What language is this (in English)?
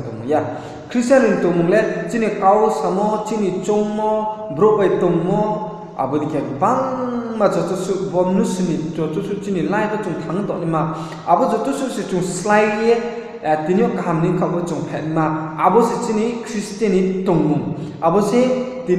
Riang (India)